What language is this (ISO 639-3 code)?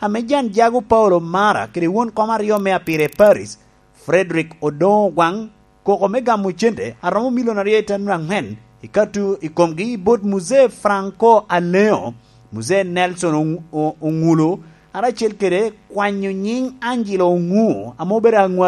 laj